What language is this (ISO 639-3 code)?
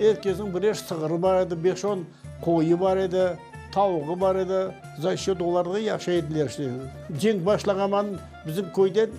crh